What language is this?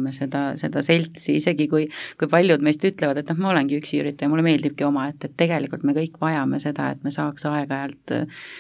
Estonian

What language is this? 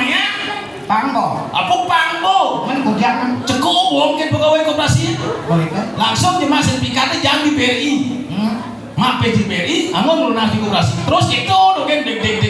Balinese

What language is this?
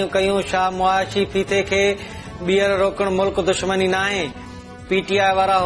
Sindhi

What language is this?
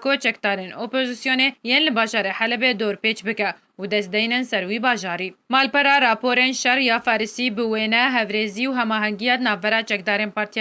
Kurdish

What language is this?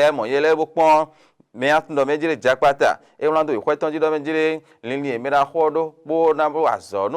Fon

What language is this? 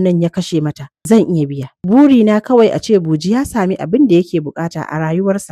Hausa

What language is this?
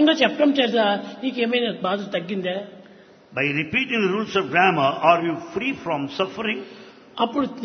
Telugu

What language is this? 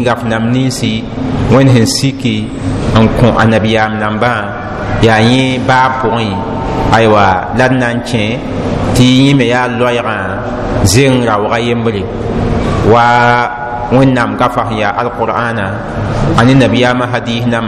Mossi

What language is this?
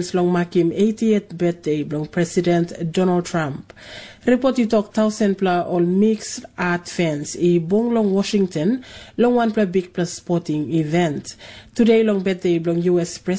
Tok Pisin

